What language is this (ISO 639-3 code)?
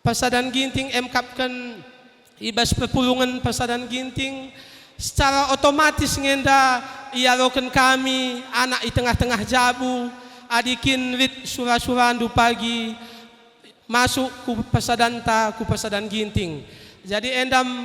btx